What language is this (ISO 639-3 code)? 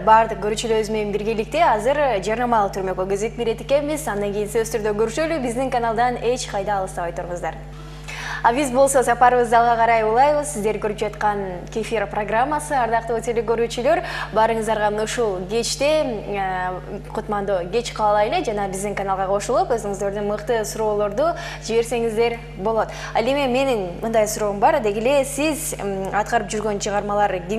kir